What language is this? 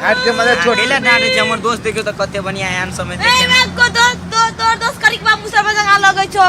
Maithili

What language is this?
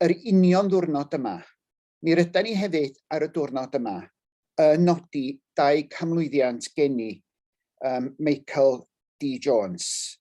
Welsh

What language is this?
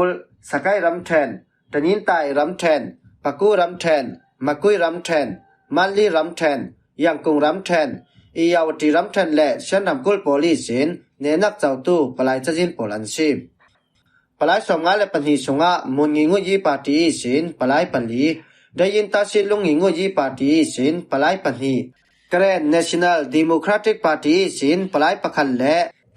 Falam Chin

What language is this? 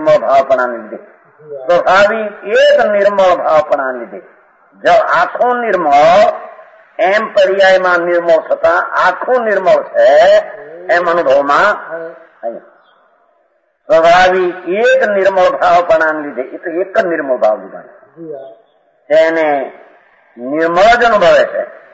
Gujarati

